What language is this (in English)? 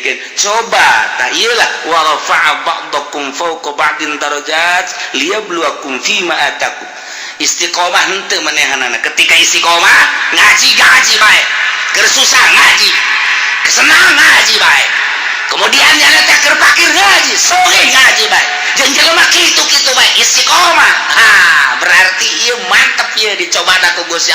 Sundanese